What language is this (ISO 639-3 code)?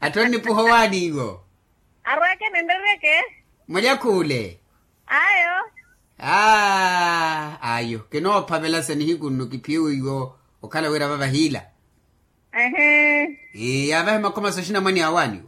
vmw